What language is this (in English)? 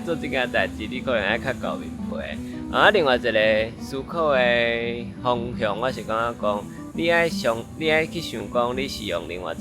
Min Nan Chinese